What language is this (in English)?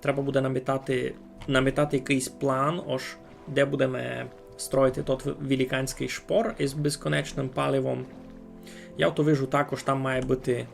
Rusyn